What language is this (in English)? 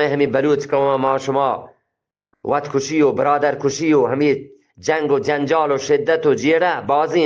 Eastern Balochi